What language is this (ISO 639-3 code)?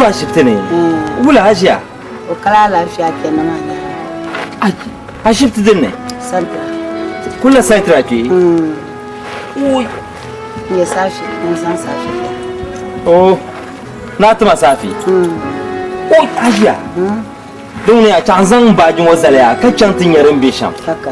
dag